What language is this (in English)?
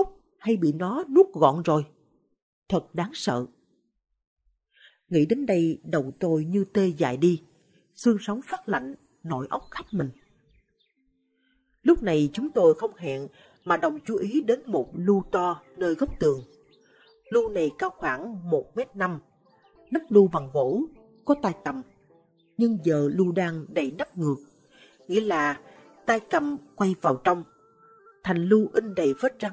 Vietnamese